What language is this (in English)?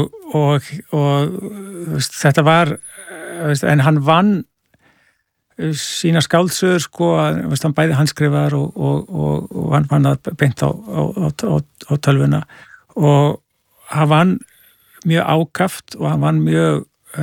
Icelandic